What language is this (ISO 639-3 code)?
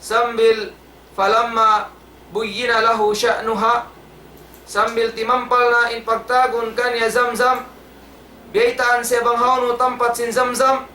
tsg